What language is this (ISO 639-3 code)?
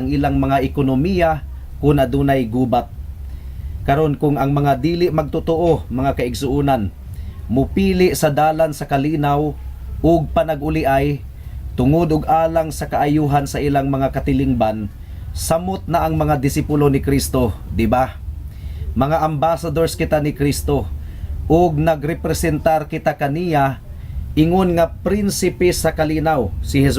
ceb